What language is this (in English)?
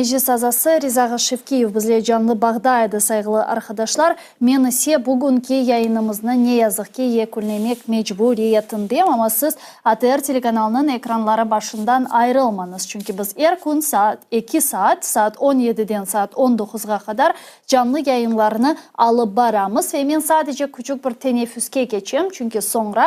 Crimean Tatar